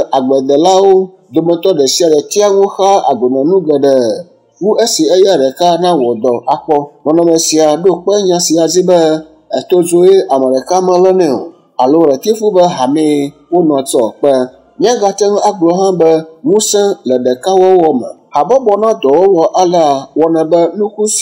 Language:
Ewe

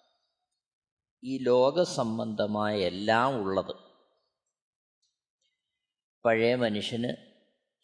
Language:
Malayalam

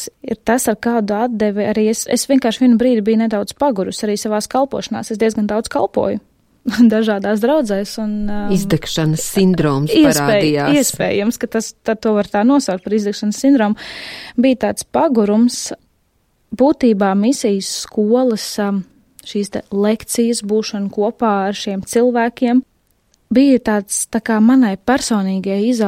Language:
Latvian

